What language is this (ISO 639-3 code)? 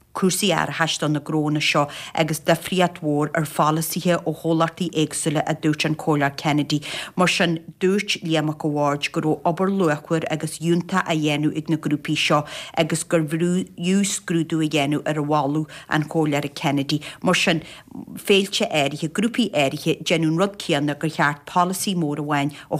gle